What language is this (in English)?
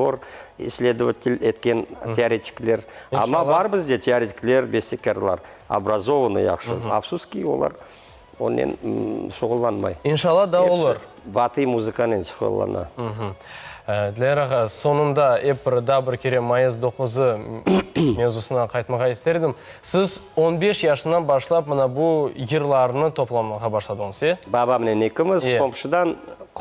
Crimean Tatar